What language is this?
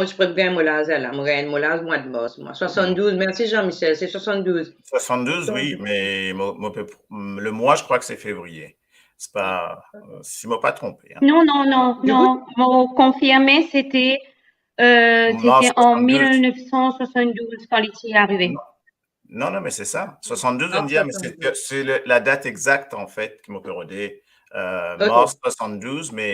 Morisyen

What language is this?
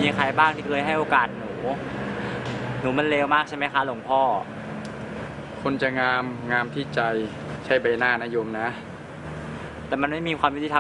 Thai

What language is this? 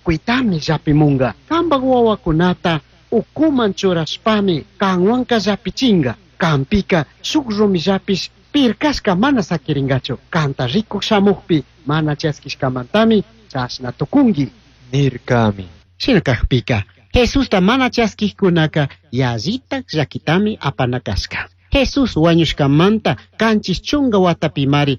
Chimborazo Highland Quichua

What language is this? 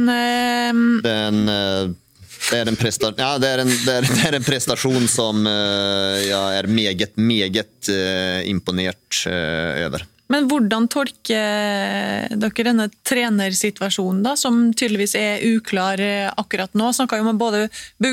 Norwegian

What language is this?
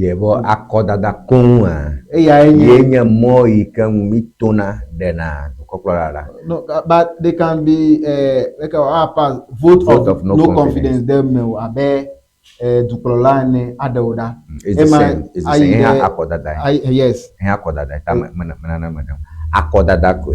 Ewe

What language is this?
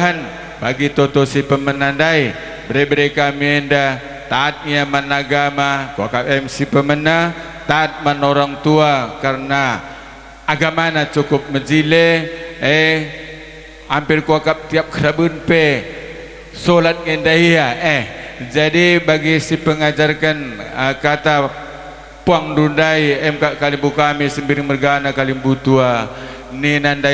Batak Karo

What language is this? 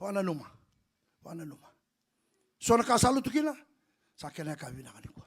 Fijian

